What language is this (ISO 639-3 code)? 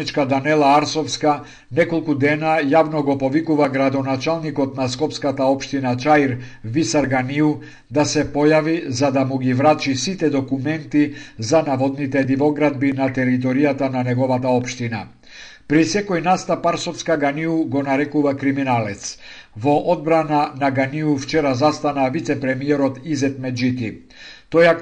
mkd